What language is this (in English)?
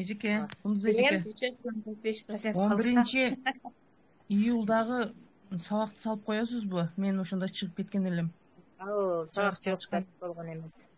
Kyrgyz